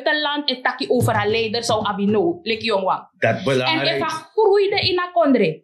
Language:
Sranan Tongo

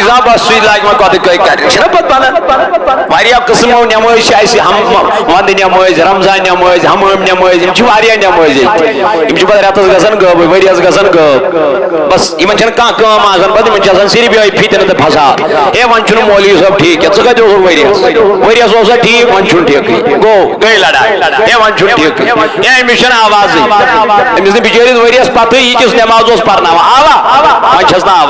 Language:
Kashmiri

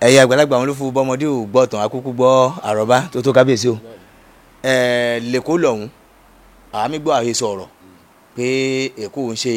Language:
Yoruba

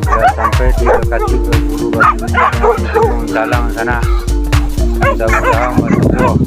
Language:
Minangkabau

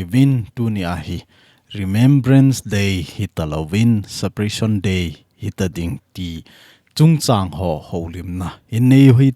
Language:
Thado Chin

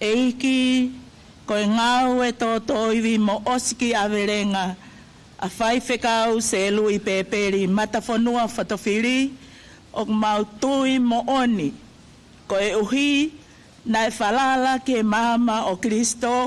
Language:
Tongan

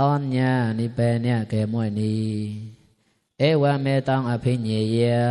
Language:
Mon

